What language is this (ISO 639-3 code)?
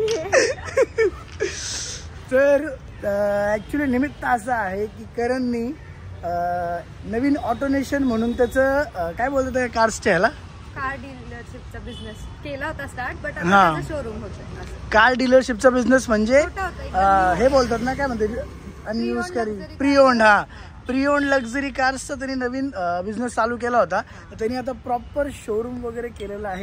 mar